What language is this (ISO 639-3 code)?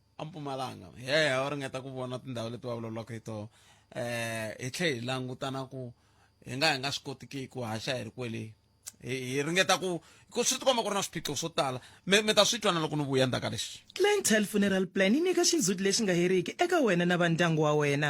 tso